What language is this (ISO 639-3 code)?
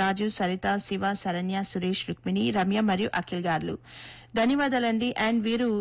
tel